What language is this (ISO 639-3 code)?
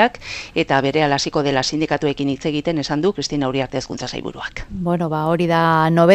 eus